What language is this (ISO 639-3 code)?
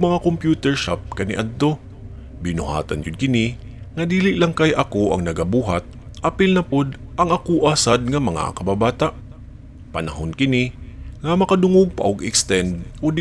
ceb